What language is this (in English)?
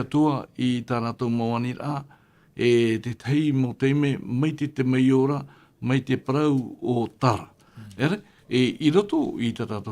Tahitian